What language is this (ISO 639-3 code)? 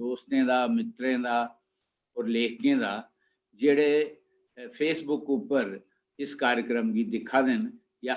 doi